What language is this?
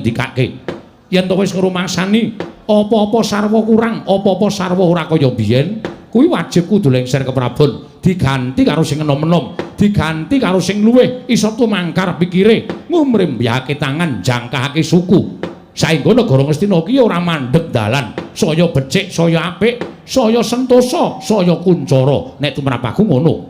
Javanese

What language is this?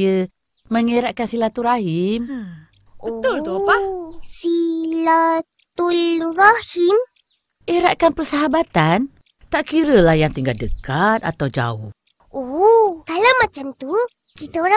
Malay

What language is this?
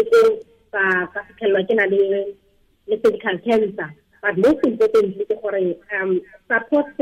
Tswana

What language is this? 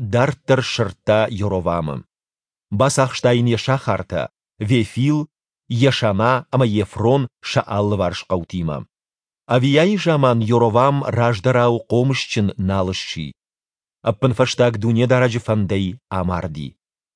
Ossetic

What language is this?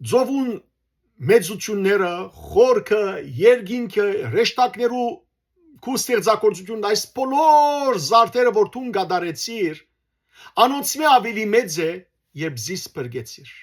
Western Armenian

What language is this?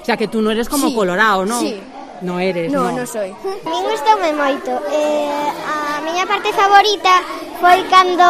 Galician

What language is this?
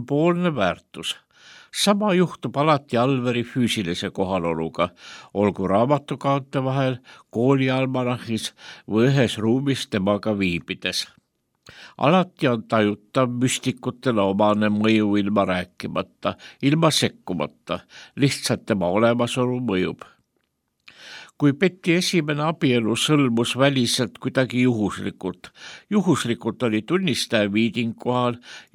Estonian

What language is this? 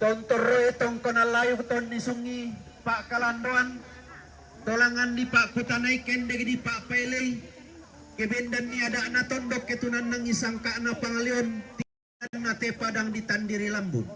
Toraja-Sa'dan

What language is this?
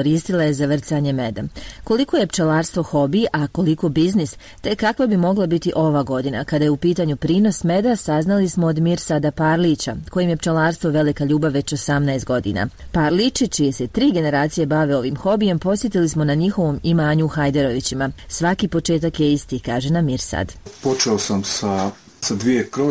Bosnian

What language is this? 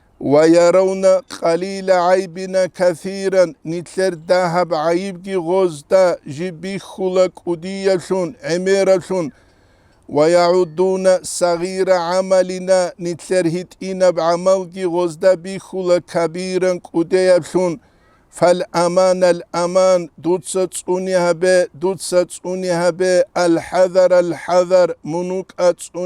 Avaric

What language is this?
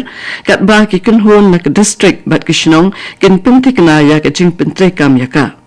Khasi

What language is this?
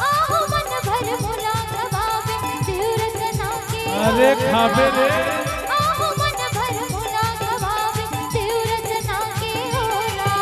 Chhattisgarhi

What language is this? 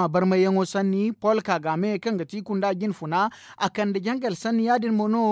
Zarma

